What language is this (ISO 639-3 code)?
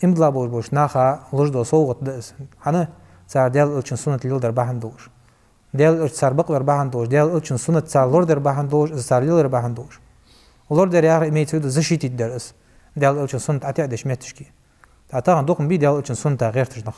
inh